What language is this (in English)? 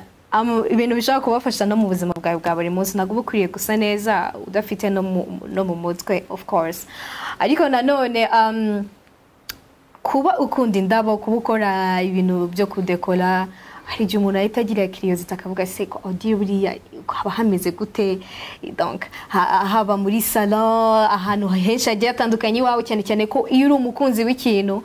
Kinyarwanda